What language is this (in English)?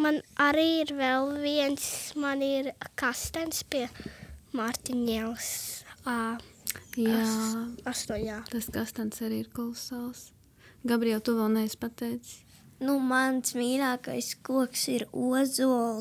Latvian